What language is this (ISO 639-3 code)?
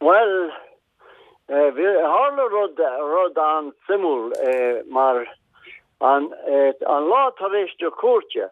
gle